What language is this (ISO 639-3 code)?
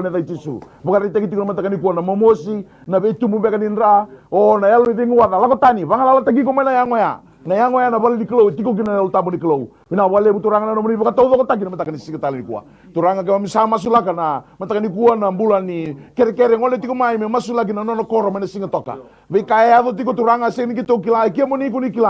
fij